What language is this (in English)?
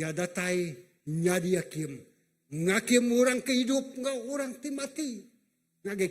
Iban